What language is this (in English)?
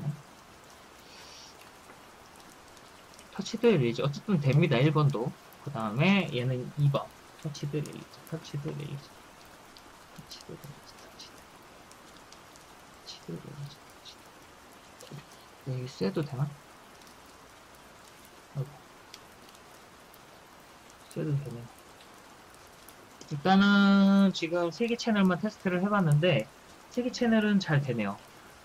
Korean